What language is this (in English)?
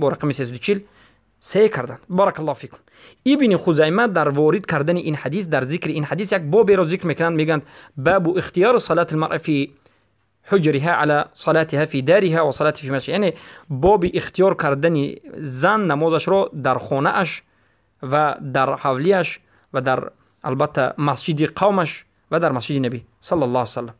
Tajik